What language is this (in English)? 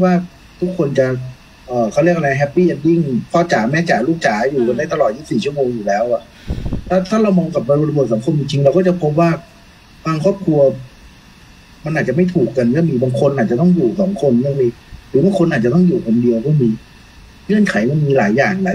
Thai